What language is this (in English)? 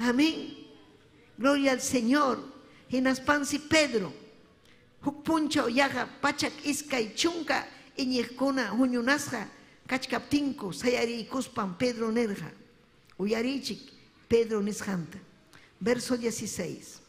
Ayacucho Quechua